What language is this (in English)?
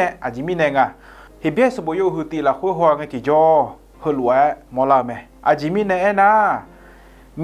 Akha